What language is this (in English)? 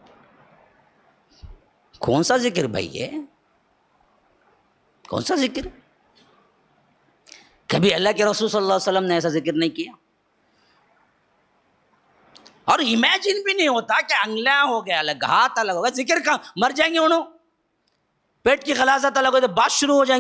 Urdu